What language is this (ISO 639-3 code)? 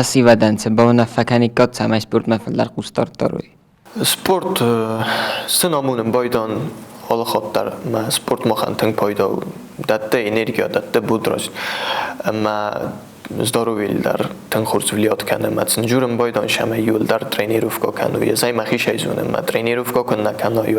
oss